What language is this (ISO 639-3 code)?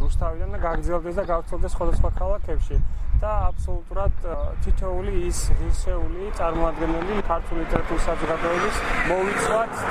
kat